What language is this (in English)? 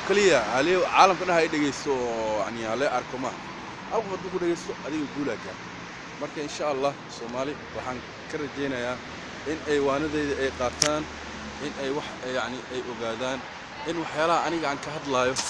Somali